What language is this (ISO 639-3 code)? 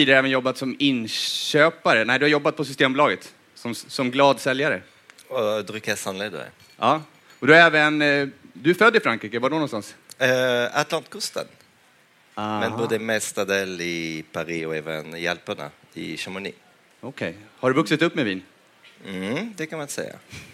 swe